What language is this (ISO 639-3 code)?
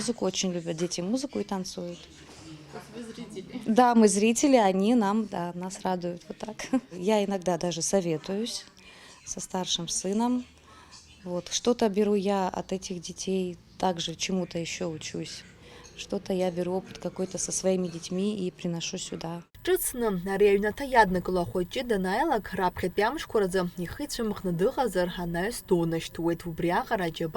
abk